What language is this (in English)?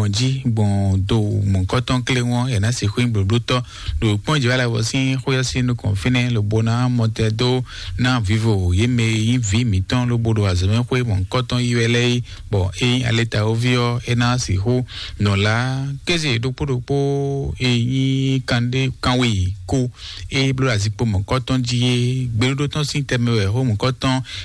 Fon